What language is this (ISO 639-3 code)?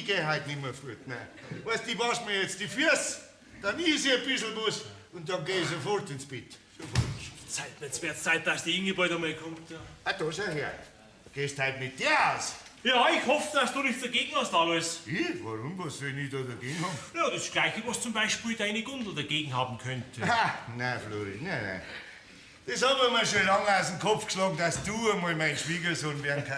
bar